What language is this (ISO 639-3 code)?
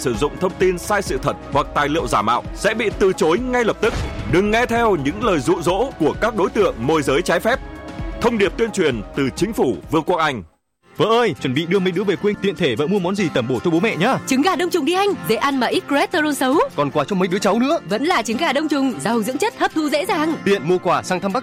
vie